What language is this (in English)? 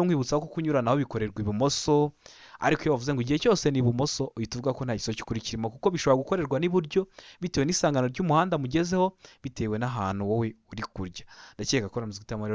Kinyarwanda